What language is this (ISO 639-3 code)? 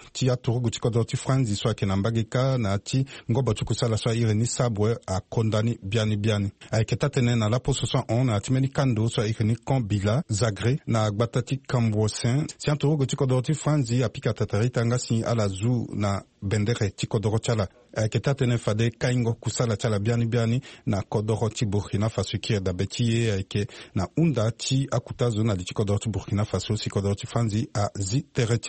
sag